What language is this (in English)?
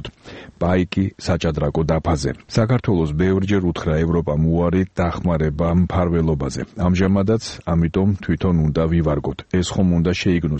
Georgian